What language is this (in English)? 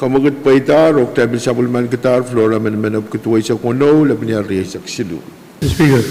Pohnpeian